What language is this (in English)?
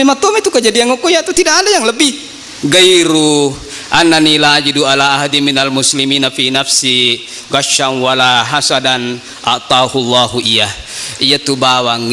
Buginese